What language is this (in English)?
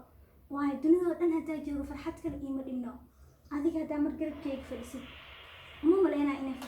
Somali